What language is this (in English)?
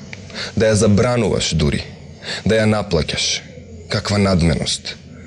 Macedonian